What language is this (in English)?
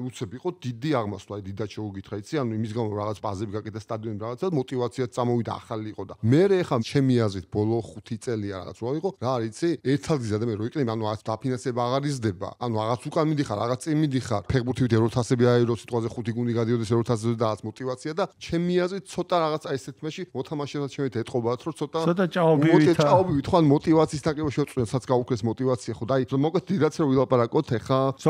Georgian